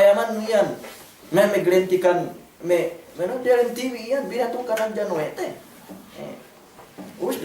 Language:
Yakan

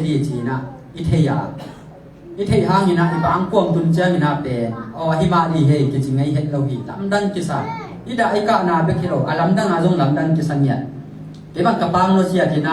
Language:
Tedim Chin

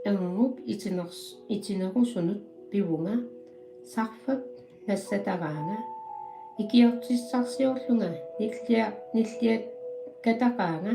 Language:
Kalaallisut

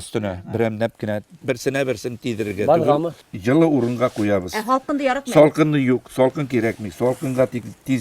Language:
Bashkir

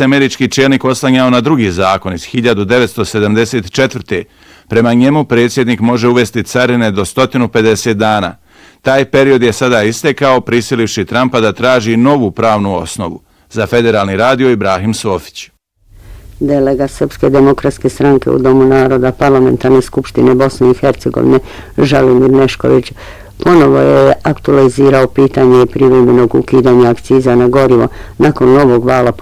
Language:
Bosnian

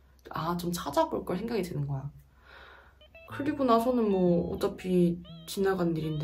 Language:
Korean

